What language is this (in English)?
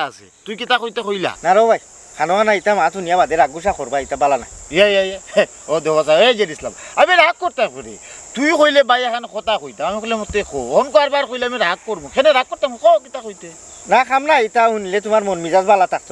Sylheti